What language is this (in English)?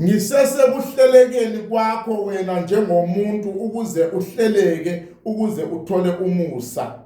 Zulu